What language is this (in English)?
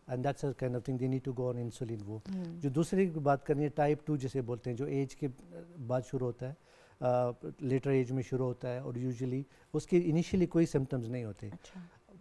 Urdu